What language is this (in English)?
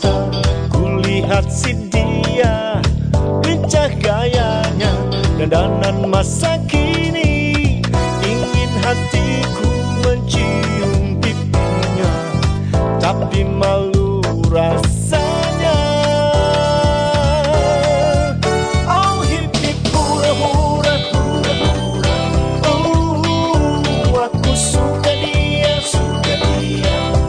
Indonesian